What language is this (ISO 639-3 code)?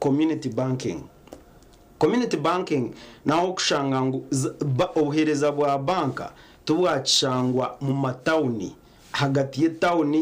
nyn